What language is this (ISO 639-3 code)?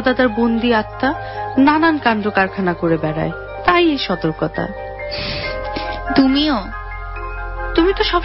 ben